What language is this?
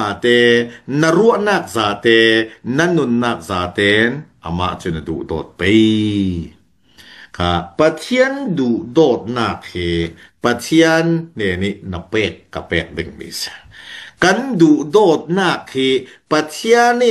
Falam Chin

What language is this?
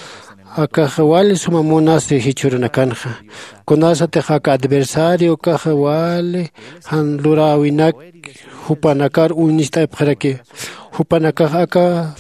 Aymara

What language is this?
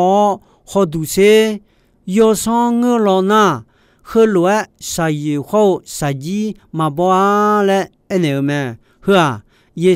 Akha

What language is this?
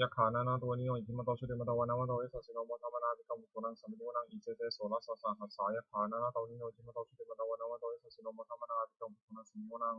Pali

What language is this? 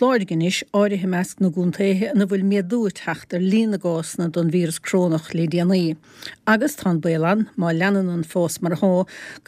Irish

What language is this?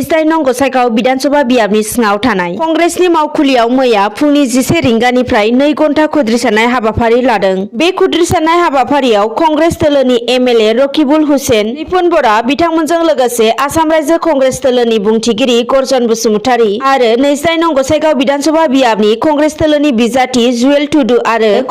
Bodo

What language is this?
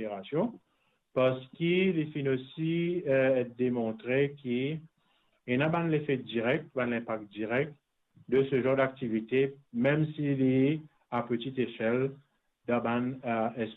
Morisyen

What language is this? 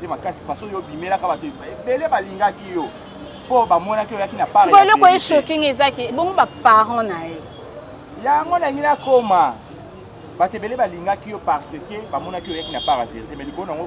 Lingala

